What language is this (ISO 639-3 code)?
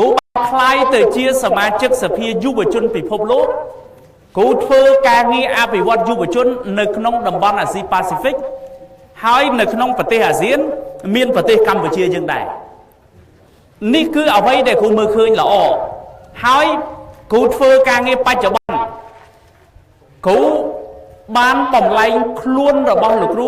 khm